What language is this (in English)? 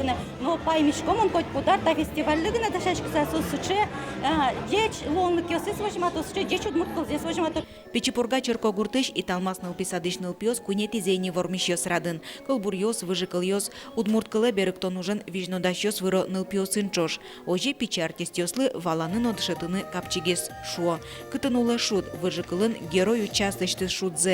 Udmurt